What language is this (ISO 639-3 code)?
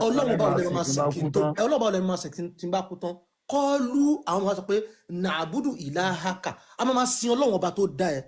yor